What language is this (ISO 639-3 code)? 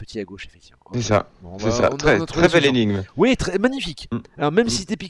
fra